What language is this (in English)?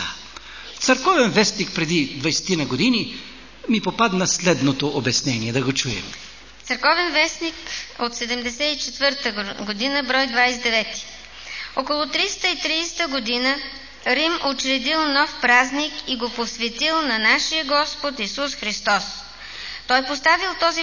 Bulgarian